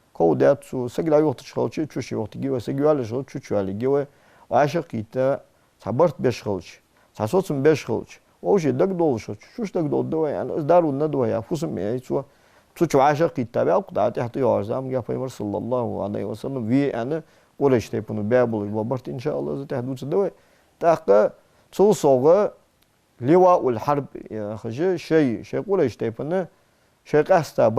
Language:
Ingush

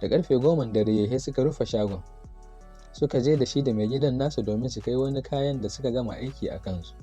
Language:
Hausa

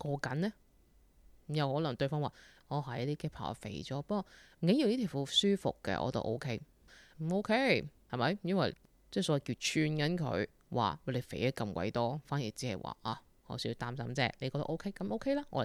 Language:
Cantonese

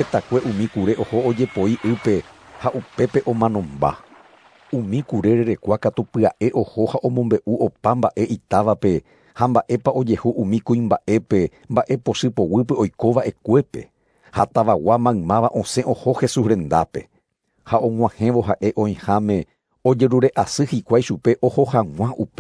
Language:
Guarani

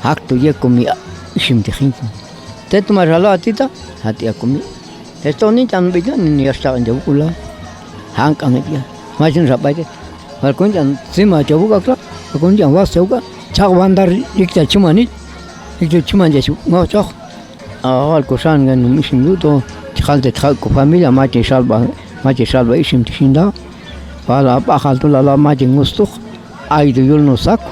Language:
Popti'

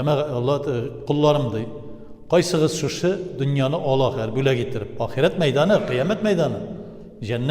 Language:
Tatar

